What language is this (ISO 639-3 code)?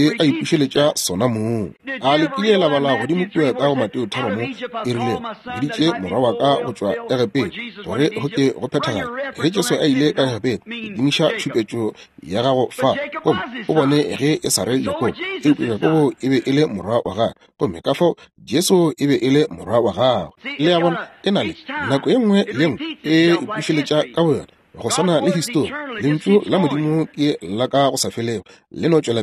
nso